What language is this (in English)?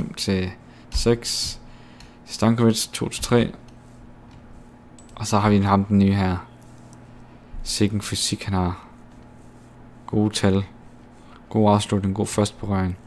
Danish